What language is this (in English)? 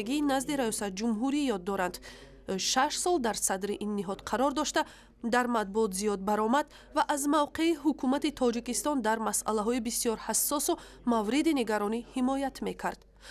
Tajik